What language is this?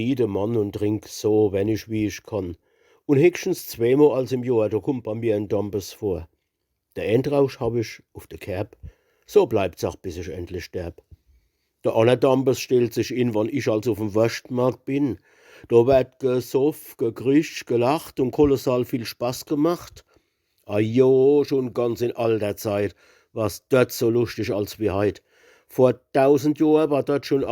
Palatine German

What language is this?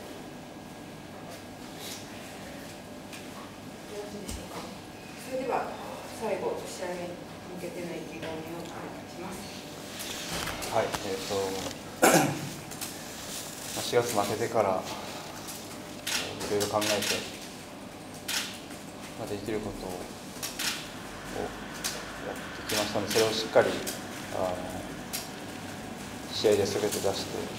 Japanese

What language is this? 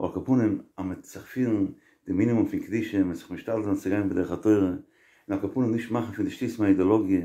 Yiddish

